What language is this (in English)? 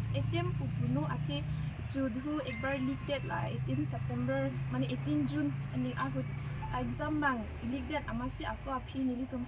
Karbi